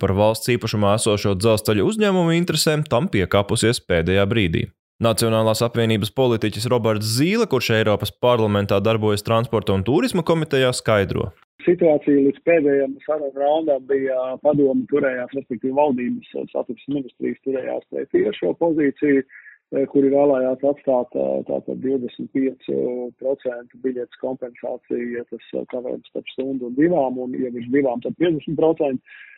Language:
Latvian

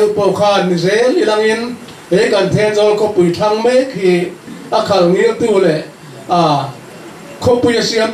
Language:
Mizo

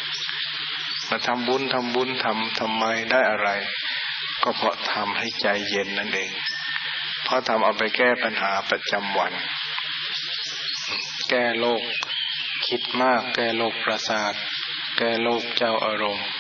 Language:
Thai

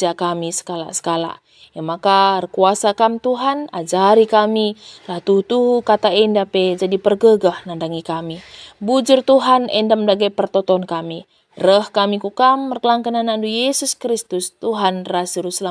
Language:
Batak Karo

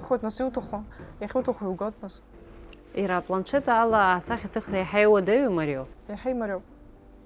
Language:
Abkhazian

